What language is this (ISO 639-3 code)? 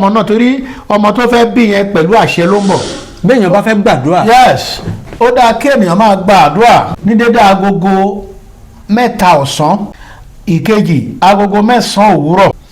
yor